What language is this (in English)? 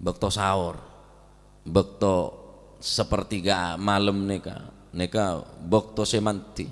Madurese